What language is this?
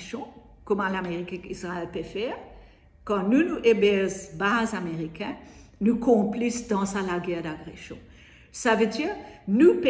Morisyen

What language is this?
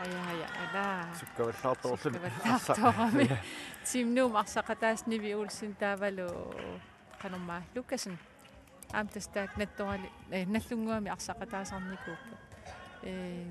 Kalaallisut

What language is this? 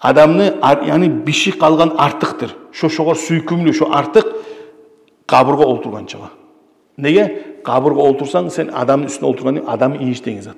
Kumyk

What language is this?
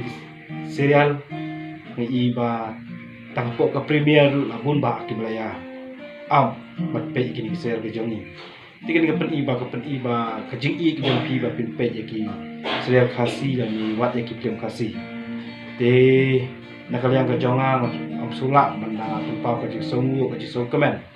Khasi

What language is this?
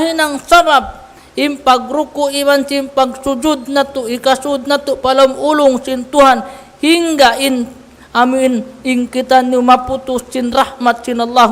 Tausug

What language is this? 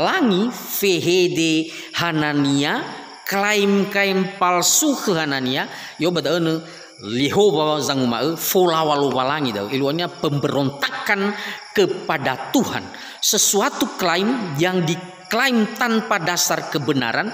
Nias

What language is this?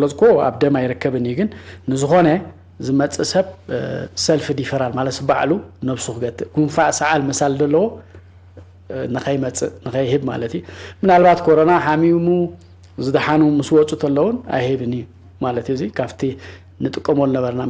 Tigrinya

